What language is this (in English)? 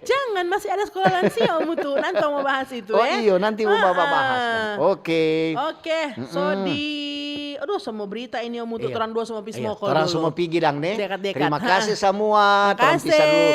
Manado Malay